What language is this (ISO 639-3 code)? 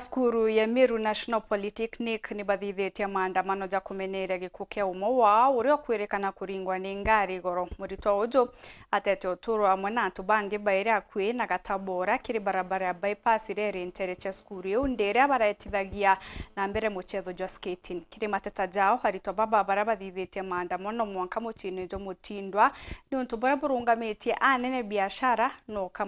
mer